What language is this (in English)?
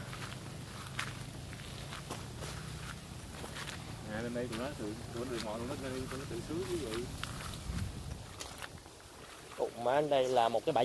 Vietnamese